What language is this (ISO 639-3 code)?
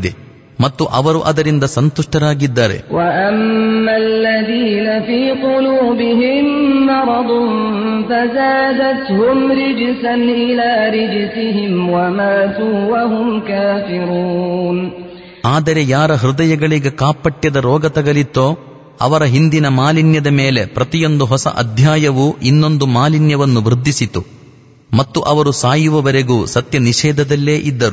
kan